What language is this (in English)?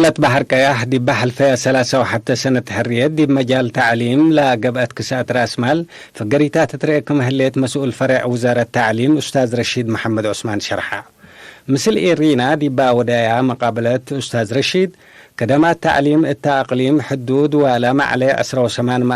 Tigre